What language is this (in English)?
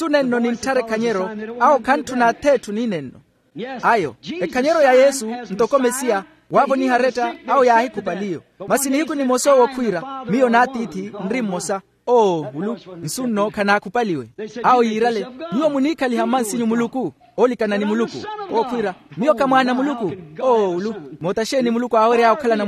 Makhuwa